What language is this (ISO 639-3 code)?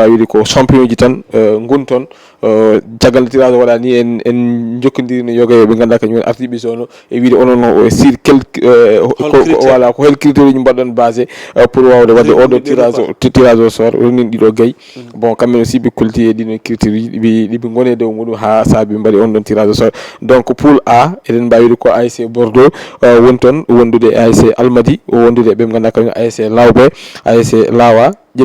ful